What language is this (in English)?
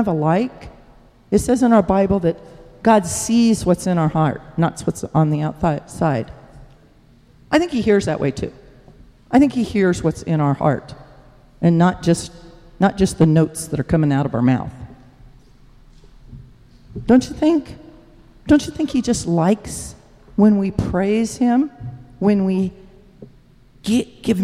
English